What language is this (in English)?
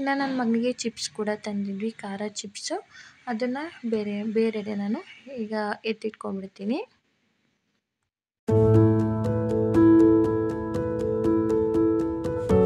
Kannada